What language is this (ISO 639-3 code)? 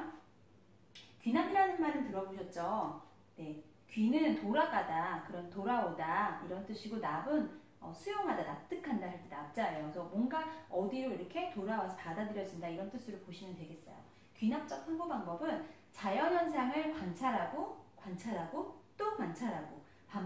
kor